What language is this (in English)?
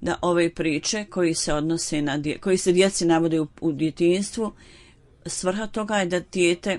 Bosnian